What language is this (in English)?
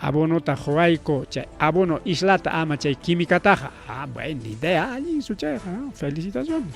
Ayacucho Quechua